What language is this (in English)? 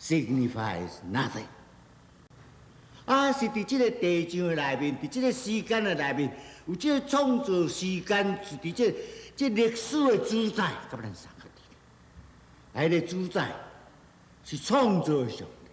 Min Nan Chinese